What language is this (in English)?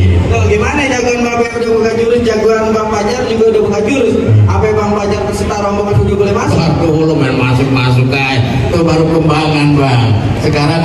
Betawi